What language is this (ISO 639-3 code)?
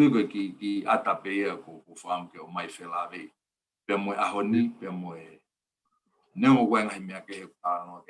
ton